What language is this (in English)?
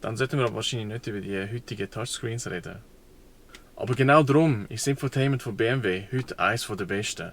Swiss German